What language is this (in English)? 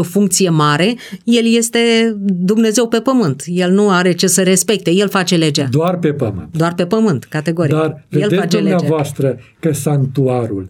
Romanian